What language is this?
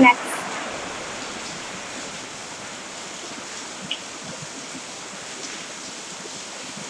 Indonesian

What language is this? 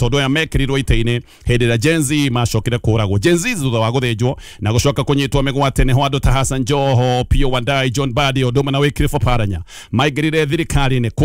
Kikuyu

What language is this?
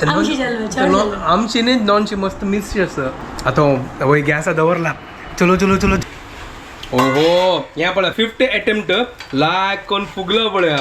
Konkani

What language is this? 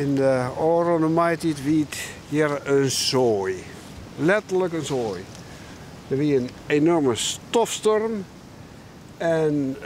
Western Frisian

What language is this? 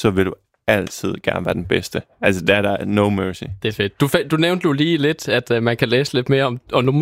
Danish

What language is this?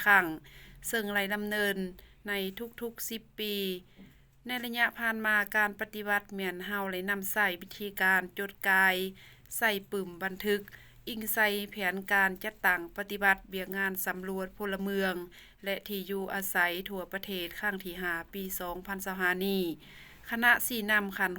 Lao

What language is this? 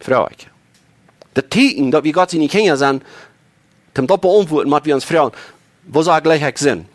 Plautdietsch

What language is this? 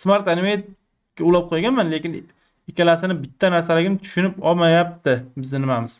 Uzbek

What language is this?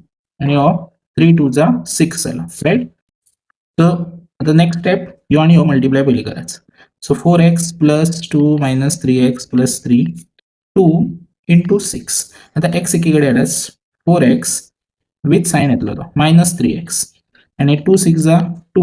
Konkani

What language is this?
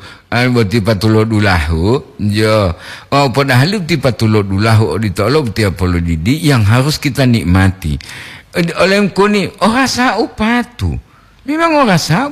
Gorontalo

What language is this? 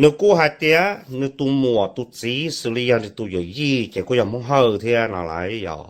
Hmong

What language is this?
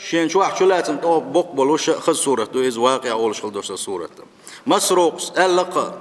Chechen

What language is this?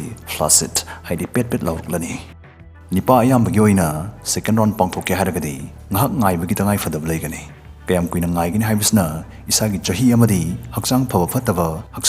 Manipuri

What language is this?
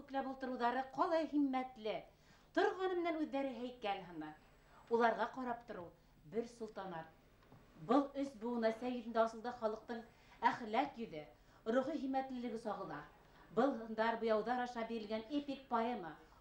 Bashkir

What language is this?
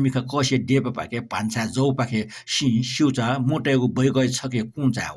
Newari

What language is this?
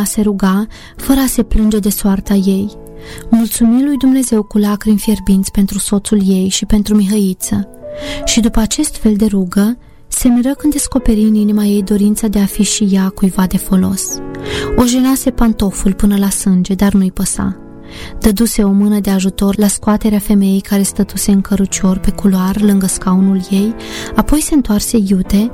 Romanian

